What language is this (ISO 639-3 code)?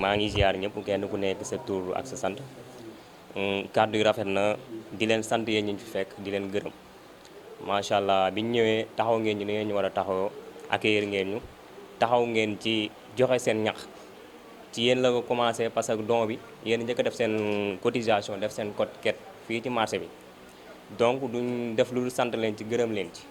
wol